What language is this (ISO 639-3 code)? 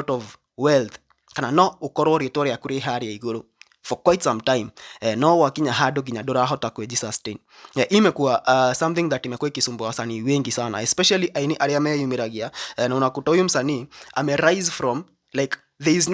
kik